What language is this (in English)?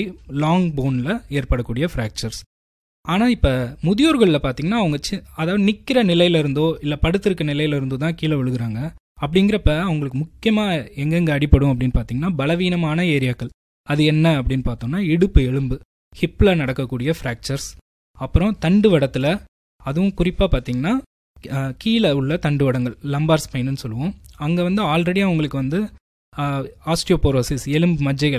Tamil